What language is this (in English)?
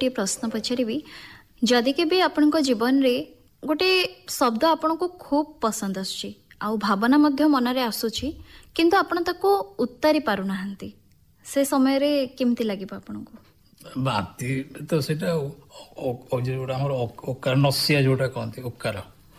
Odia